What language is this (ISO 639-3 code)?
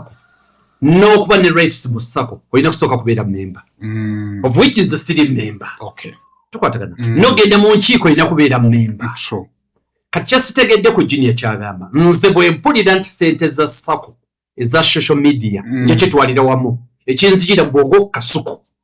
lug